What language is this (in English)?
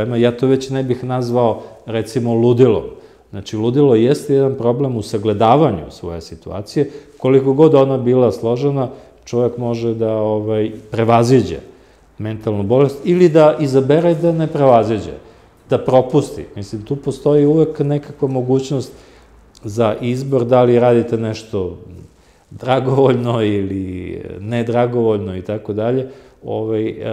Serbian